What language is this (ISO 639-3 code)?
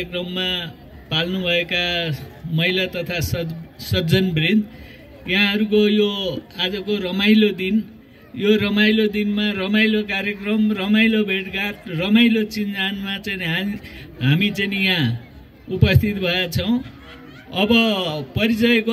nep